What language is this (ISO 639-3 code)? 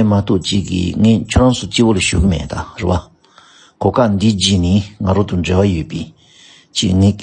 bod